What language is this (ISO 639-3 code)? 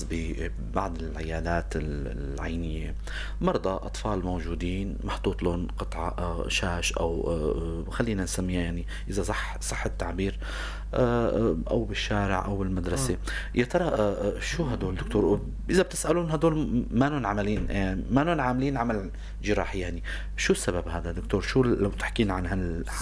apc